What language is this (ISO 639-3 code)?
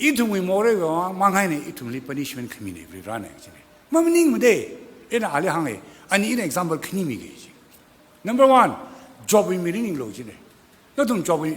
nmf